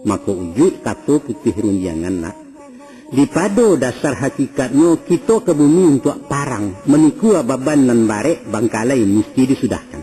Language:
Minangkabau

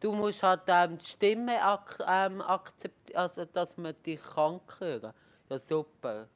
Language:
Swiss German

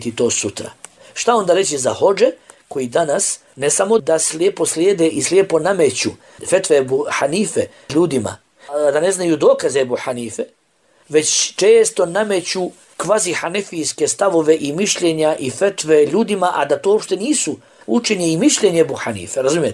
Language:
Bosnian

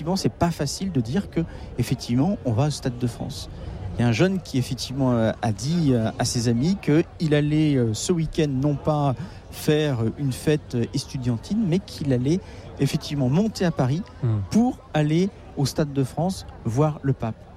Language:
French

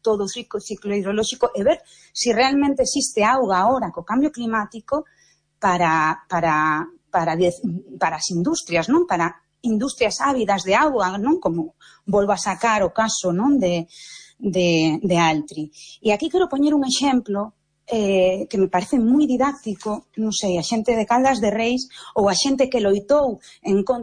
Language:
Galician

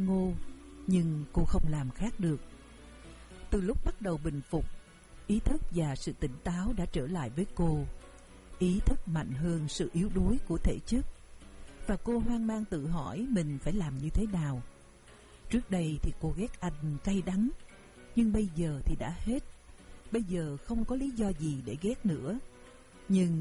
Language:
Vietnamese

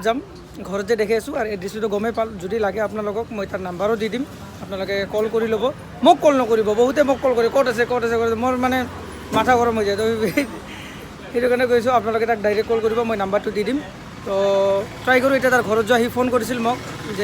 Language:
Assamese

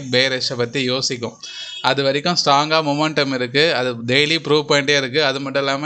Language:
Tamil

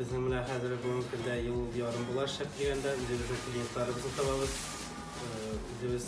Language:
Tatar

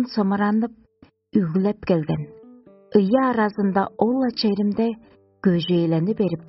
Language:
Tuvinian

